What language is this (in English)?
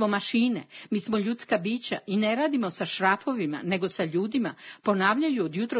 Serbian